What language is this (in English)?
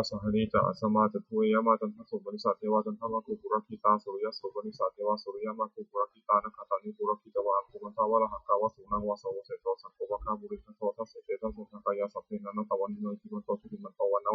Pali